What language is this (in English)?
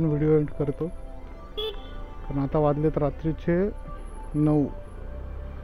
Marathi